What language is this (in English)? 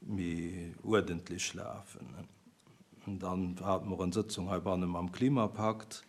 Luxembourgish